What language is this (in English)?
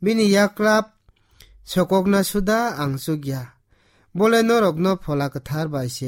Kok Borok